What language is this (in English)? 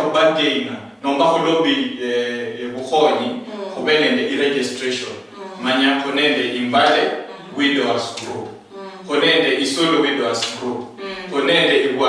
Luyia